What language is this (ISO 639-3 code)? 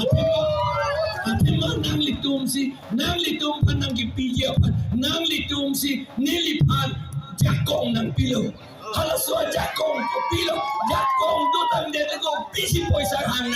mjw